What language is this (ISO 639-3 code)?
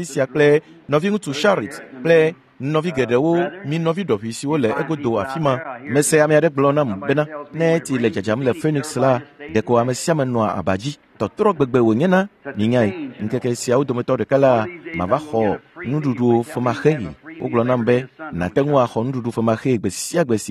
ewe